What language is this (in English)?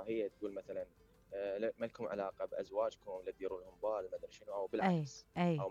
Mesopotamian Arabic